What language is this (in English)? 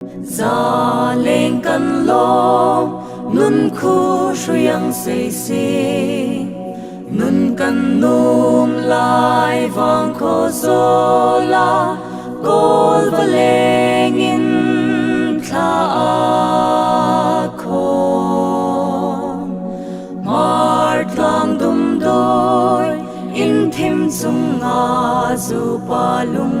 Hmar